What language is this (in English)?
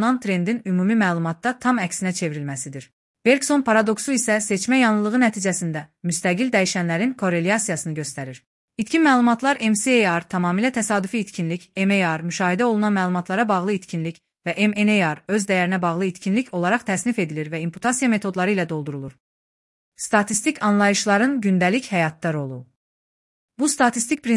Azerbaijani